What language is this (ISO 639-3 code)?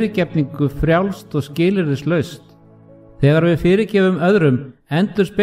isl